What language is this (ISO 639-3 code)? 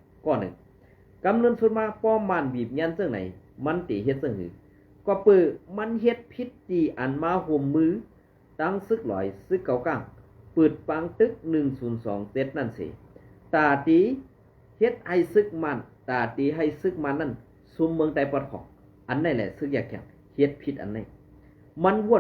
shn